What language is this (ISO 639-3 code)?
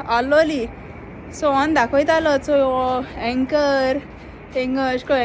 kok